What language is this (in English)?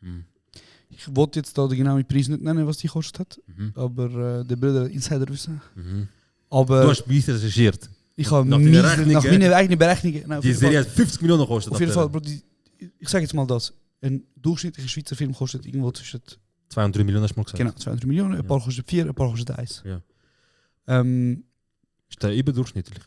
Swiss German